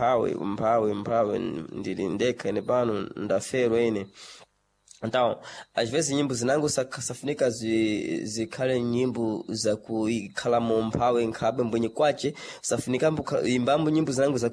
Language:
Sena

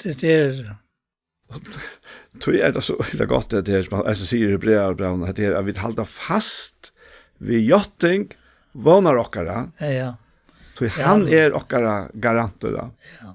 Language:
Faroese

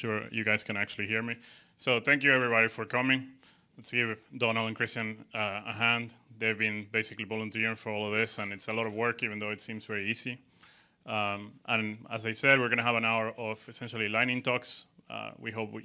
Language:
English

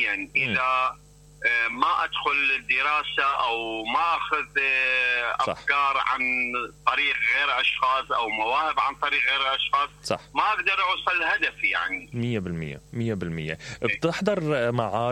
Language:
Mesopotamian Arabic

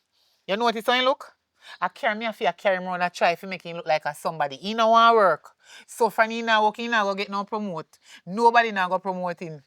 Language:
Jamaican Creole English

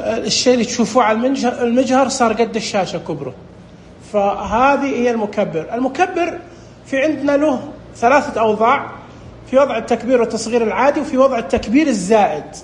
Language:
Najdi Arabic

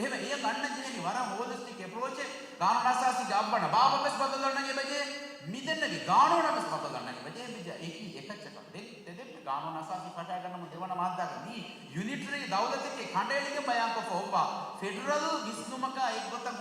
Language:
Divehi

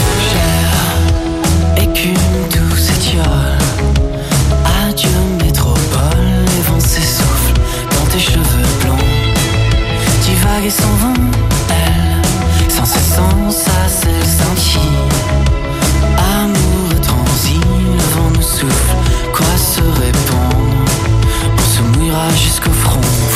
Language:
French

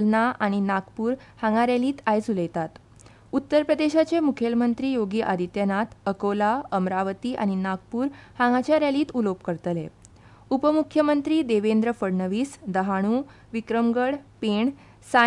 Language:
Konkani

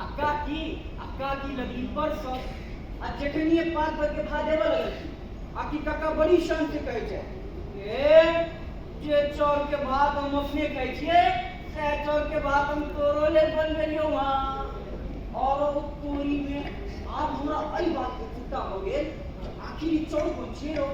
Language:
Maithili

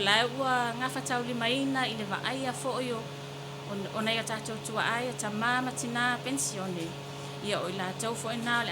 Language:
Samoan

